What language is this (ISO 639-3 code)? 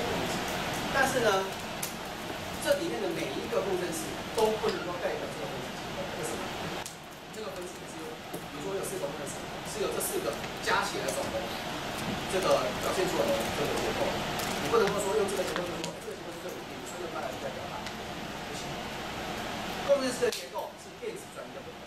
zho